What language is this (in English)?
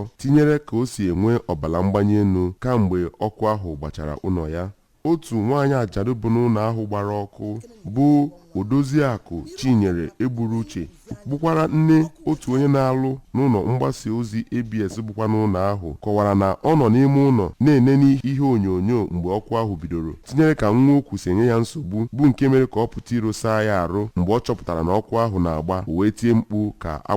Igbo